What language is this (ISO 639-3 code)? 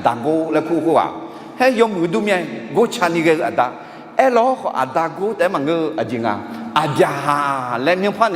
ahk